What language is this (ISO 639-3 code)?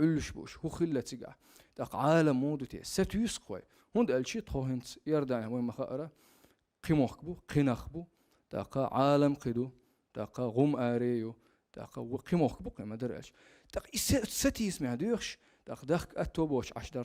che